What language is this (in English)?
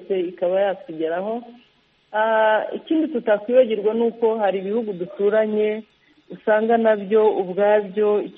Kinyarwanda